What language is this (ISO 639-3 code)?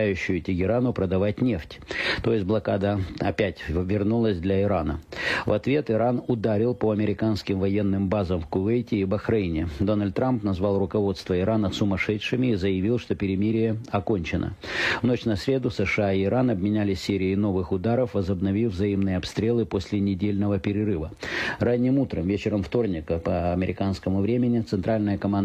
rus